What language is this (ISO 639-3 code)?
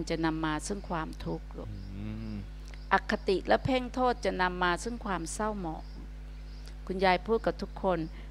tha